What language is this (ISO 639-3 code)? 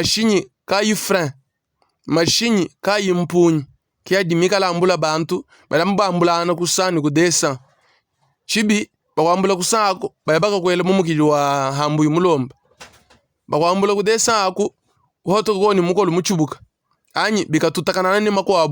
lua